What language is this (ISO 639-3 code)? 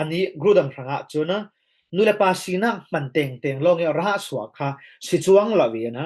cfm